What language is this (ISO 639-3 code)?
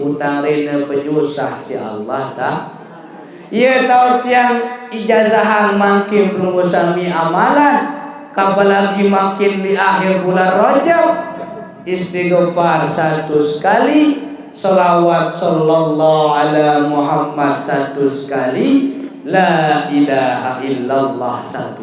sas